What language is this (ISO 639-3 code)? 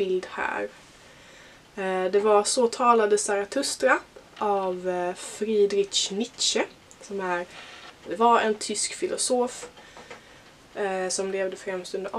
swe